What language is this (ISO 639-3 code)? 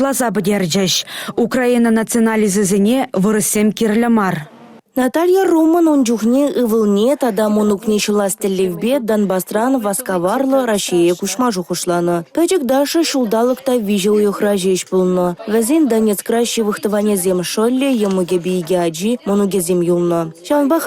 chv